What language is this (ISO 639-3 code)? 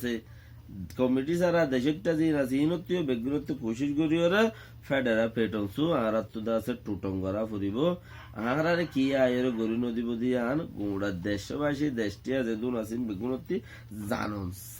rhg